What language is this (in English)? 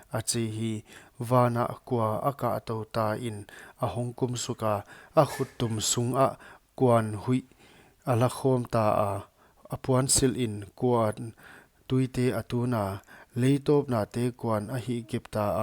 Paite Chin